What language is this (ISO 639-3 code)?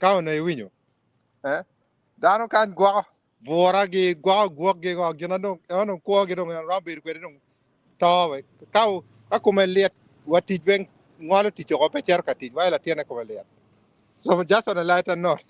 ach